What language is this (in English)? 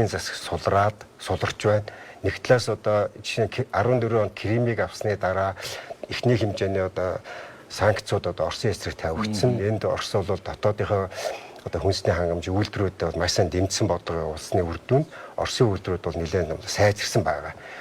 Mongolian